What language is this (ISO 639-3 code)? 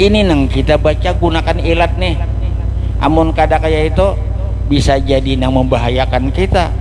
bjn